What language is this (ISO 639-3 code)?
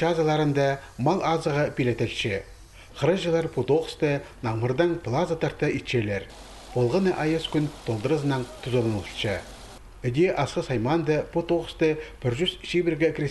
kjh